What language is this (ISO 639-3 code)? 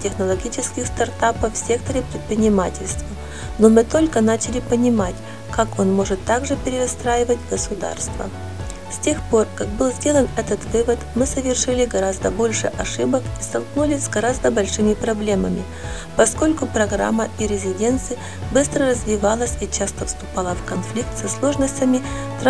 rus